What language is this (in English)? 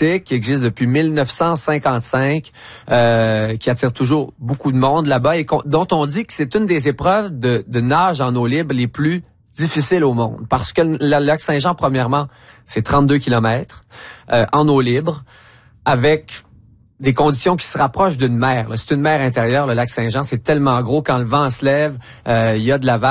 French